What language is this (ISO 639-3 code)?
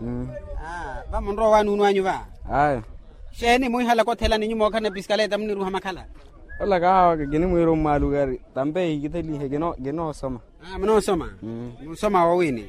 vmw